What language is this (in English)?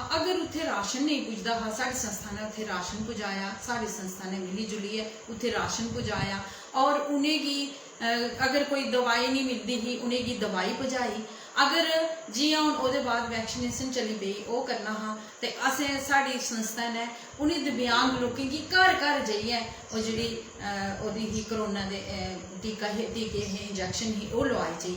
Dogri